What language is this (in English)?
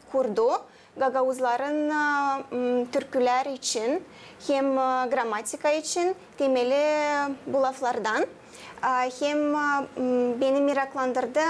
Gagauz